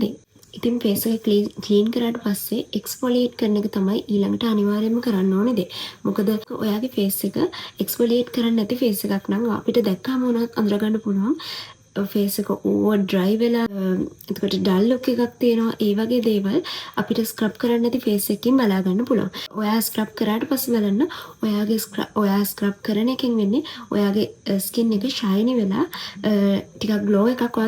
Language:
Sinhala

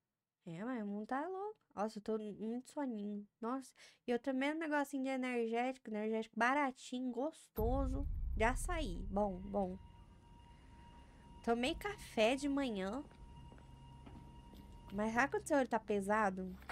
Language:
Portuguese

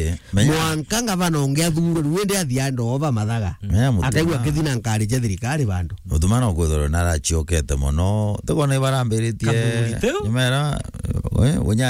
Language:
Meru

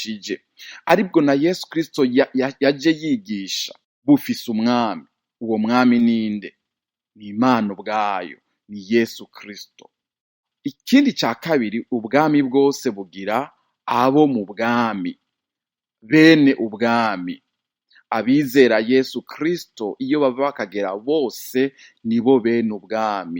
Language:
Rundi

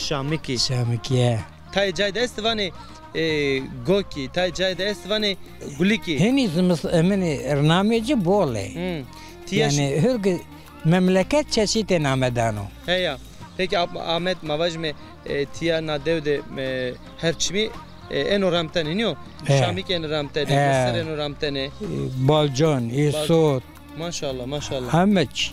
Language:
Zaza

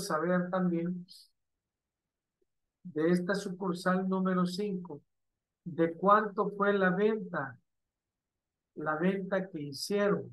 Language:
Spanish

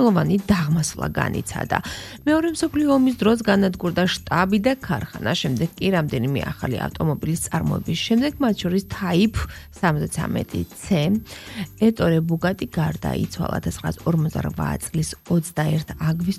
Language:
Georgian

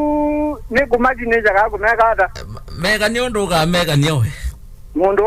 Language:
Kamba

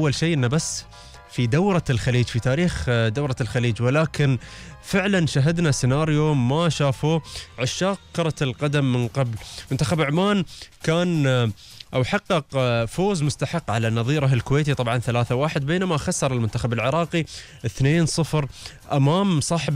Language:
Gulf Arabic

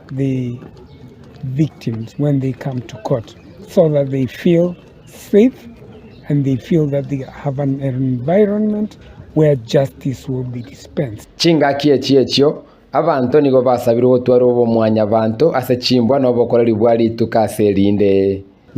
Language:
Gusii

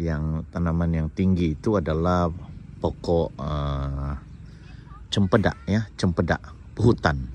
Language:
Central Dusun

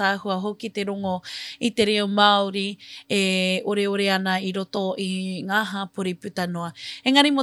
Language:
Māori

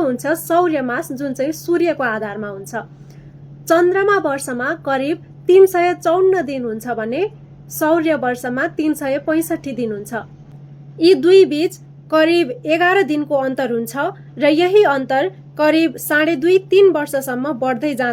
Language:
Nepali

